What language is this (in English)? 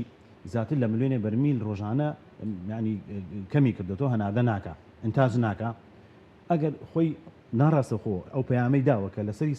Central Kurdish